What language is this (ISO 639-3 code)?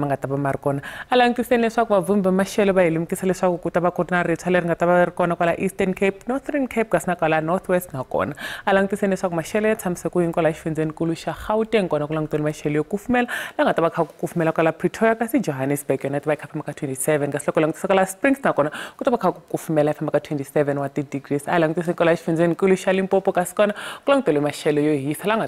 tso